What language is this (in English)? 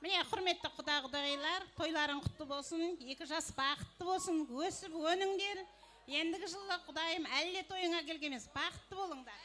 Kara-Kalpak